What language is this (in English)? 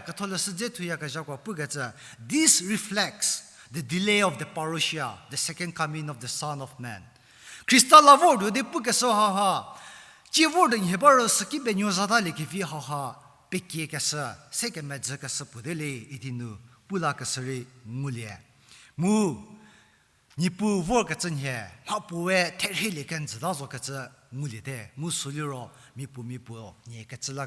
Angami Naga